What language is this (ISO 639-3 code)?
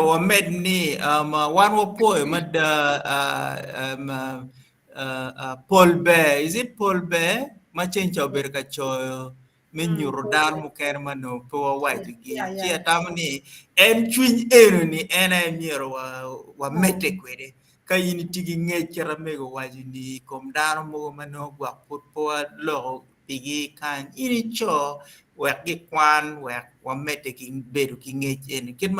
ach